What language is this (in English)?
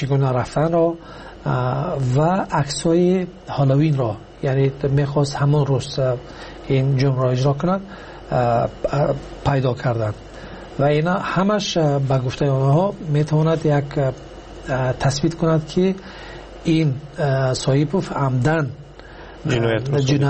Persian